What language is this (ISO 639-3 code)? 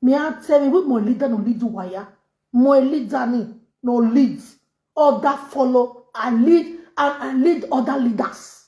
pcm